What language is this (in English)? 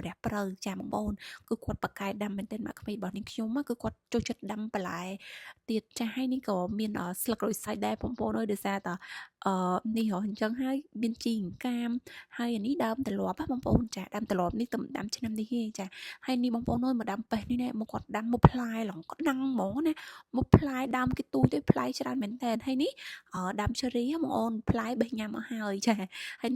Khmer